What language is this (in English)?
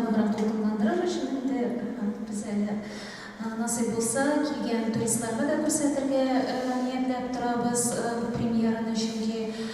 Tatar